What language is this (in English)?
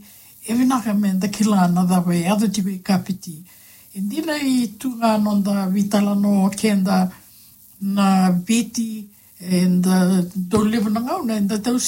Fijian